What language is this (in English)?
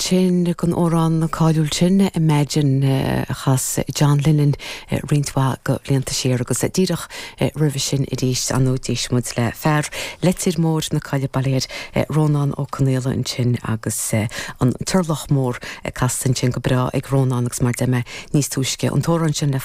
Irish